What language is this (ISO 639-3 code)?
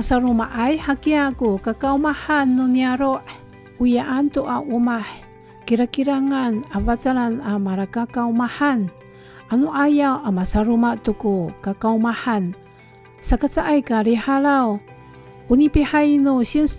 ami